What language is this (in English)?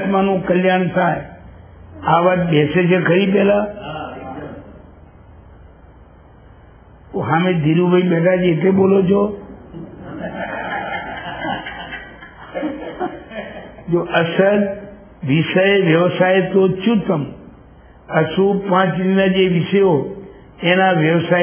Gujarati